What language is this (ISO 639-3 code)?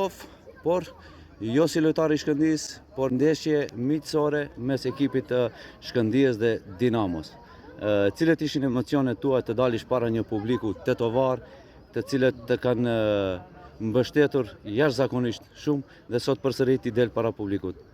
sqi